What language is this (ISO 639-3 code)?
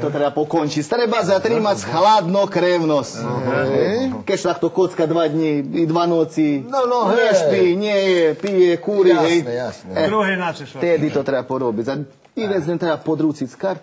rue